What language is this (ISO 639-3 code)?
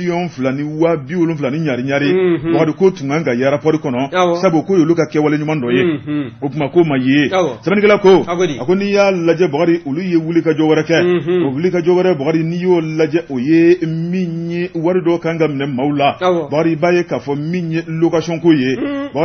bam